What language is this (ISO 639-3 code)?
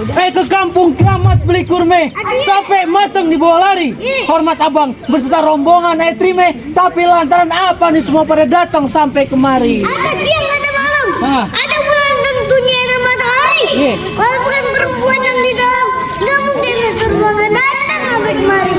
bew